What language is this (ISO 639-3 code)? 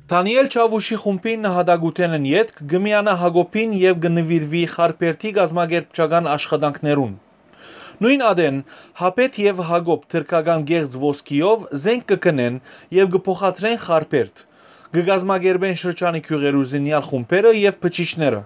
hyw